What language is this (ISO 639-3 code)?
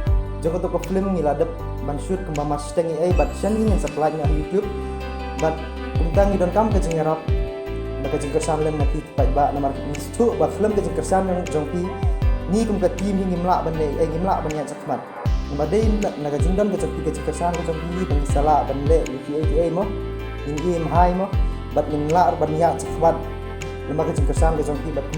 kha